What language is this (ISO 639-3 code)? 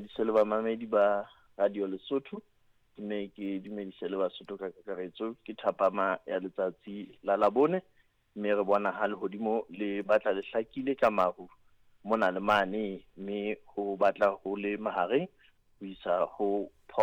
sot